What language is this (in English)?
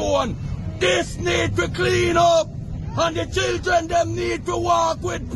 Jamaican Creole English